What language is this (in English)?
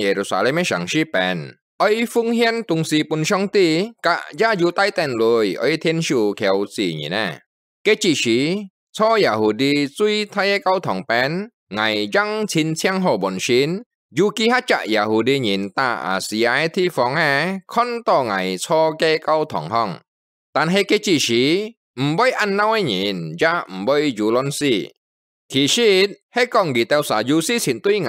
Hakka Chinese